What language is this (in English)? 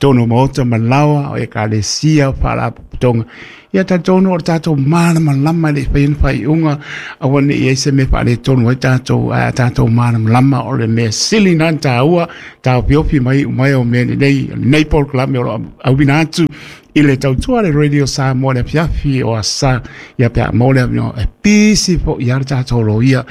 Samoan